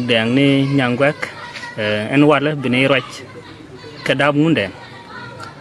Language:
Nuer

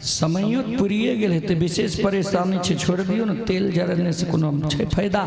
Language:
Maithili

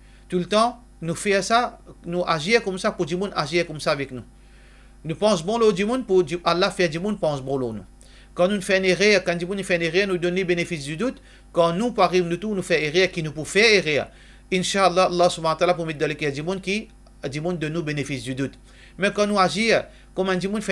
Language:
Morisyen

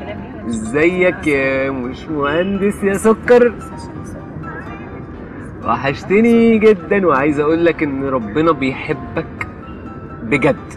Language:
Egyptian Arabic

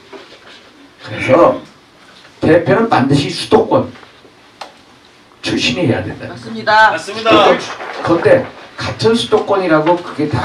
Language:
Korean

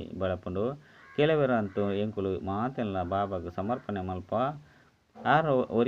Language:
Tulu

